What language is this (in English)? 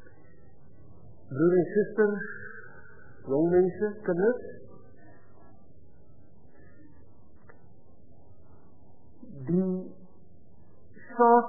Afrikaans